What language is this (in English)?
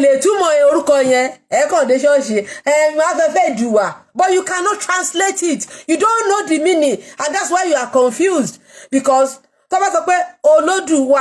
Yoruba